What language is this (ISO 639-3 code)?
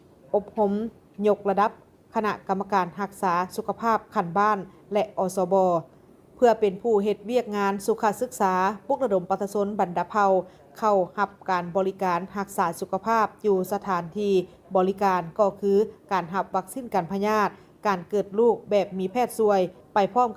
lao